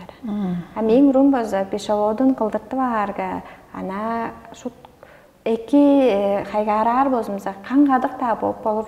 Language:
Tuvinian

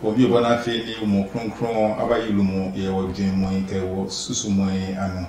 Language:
Adangme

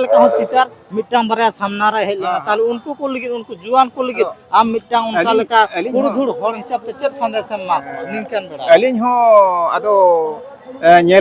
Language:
Santali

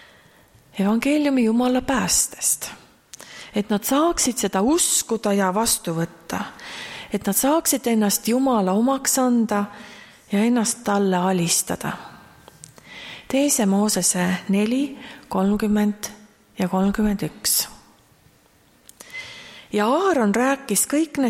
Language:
Estonian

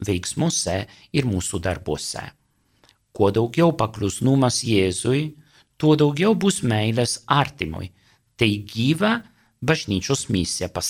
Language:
Lithuanian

